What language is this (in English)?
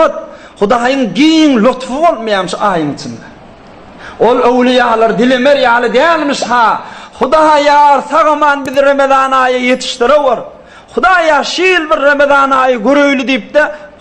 Turkmen